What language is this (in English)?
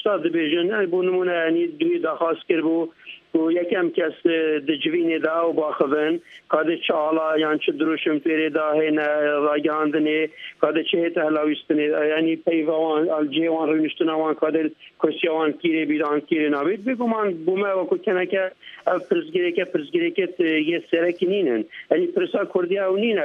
Kurdish